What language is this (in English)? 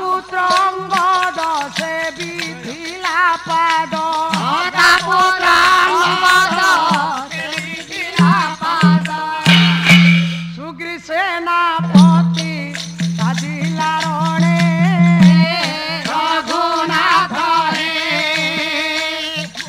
Odia